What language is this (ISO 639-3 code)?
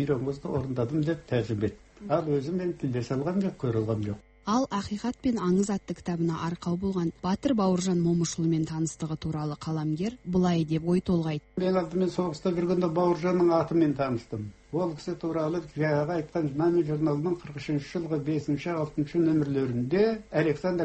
kaz